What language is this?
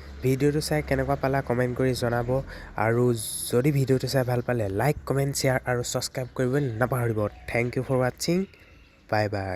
Assamese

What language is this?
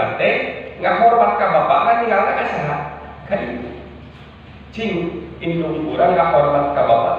Sundanese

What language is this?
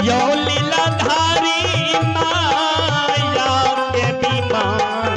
Maithili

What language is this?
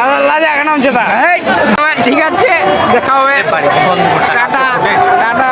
Santali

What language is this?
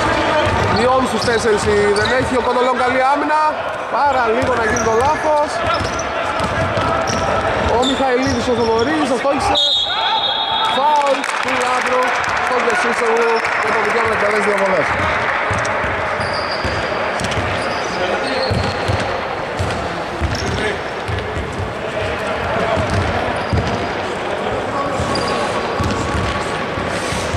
Greek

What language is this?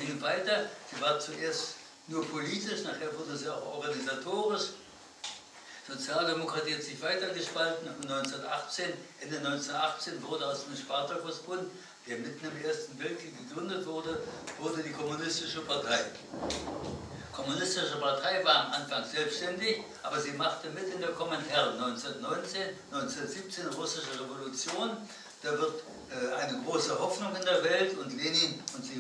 German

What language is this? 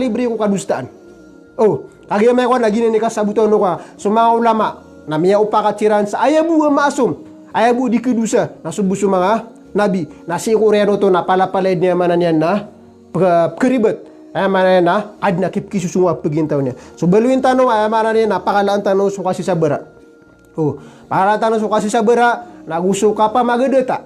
Maranao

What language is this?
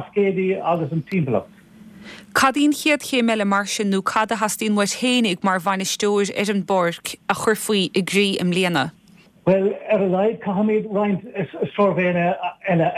Irish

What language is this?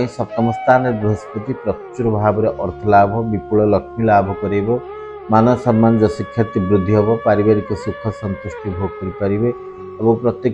Odia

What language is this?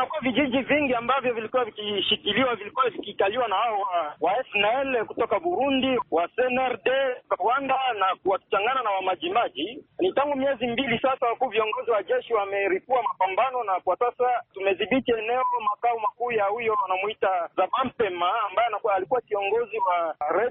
Swahili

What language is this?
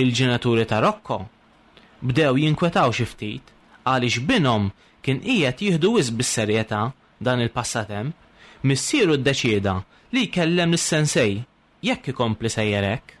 Maltese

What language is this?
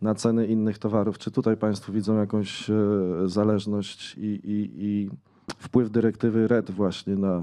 Polish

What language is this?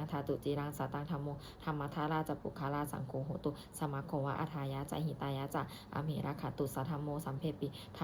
Pali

